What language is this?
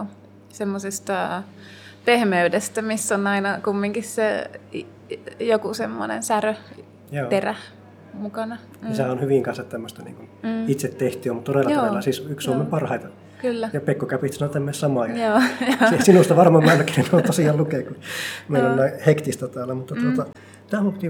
Finnish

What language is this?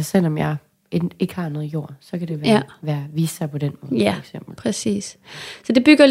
Danish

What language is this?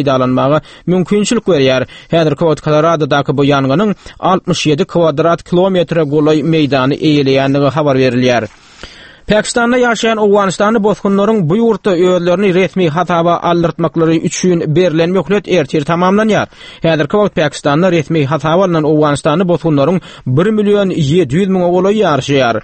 Turkmen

